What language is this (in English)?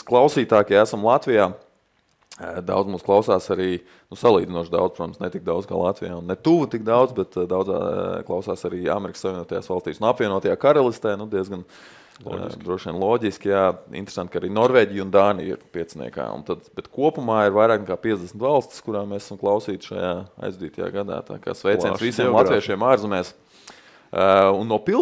Latvian